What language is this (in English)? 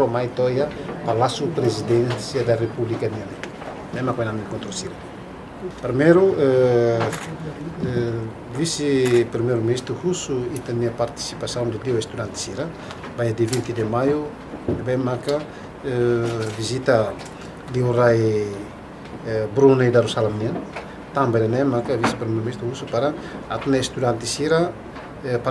Tetum